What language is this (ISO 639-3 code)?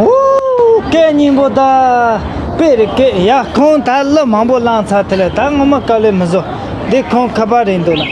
bod